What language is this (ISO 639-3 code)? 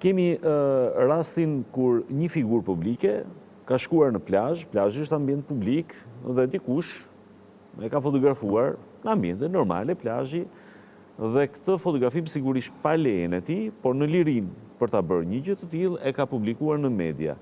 sqi